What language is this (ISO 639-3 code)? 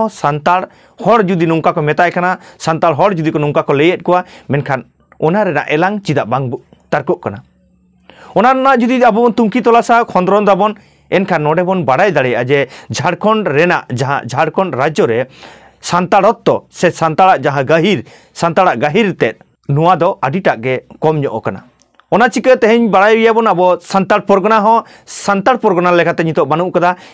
sat